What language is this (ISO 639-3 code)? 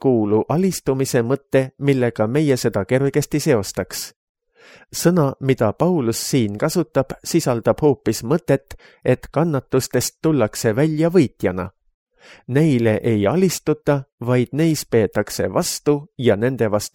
est